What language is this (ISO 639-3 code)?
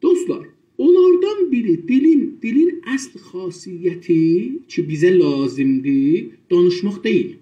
azb